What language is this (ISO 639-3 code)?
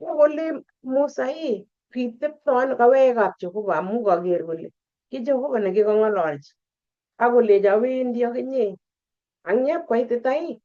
kln